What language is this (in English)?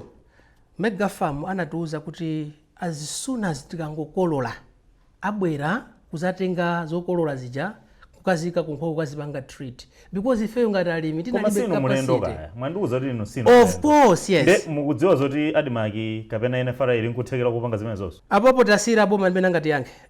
Nyanja